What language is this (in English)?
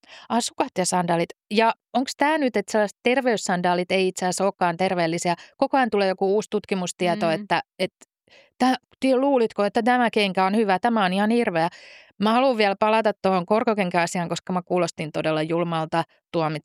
Finnish